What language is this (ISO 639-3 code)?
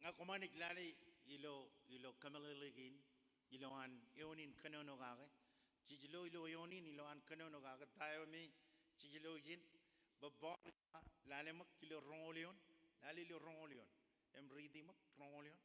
mah